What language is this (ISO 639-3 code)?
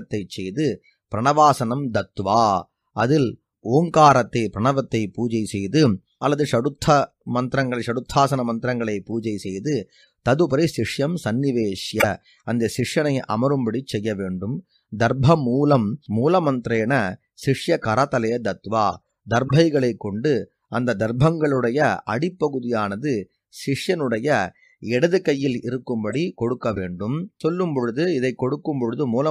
tam